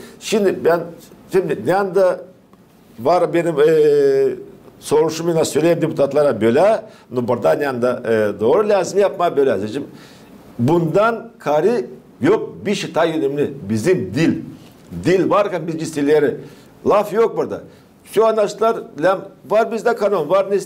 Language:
Gagauz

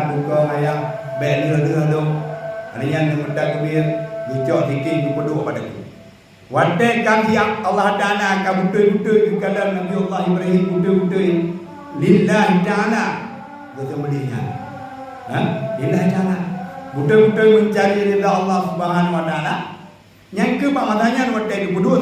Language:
Achinese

